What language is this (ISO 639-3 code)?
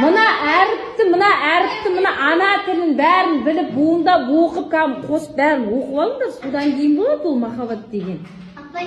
kaz